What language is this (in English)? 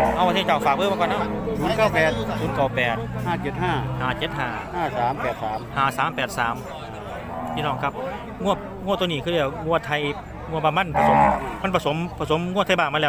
Northeastern Thai